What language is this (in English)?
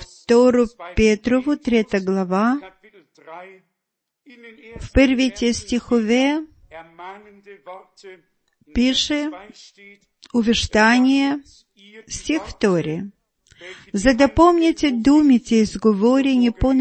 Bulgarian